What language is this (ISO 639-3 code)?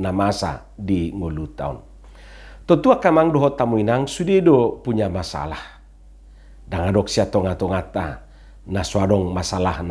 bbc